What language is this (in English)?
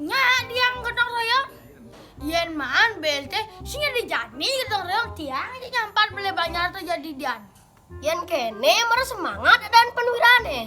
Balinese